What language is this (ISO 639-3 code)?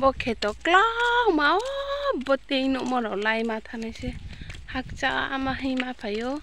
ria